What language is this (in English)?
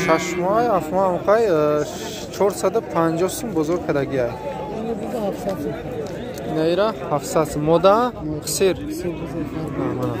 Tajik